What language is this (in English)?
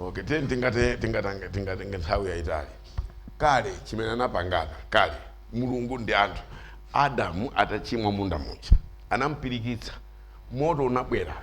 Nyanja